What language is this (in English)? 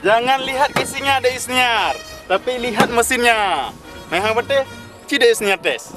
Achinese